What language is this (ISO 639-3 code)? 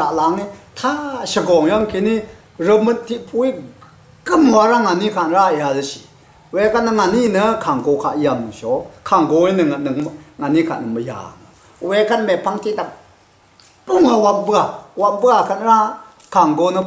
raw